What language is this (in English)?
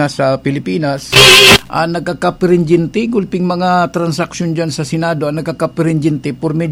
Bikol